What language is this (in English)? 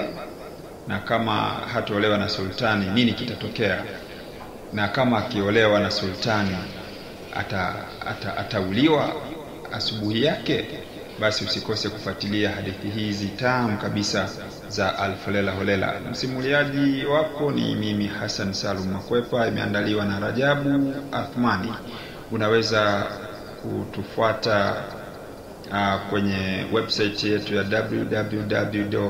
Swahili